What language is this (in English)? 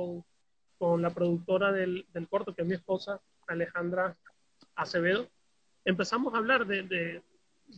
Spanish